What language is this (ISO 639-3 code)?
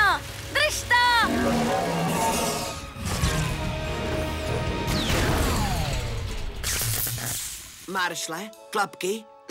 ces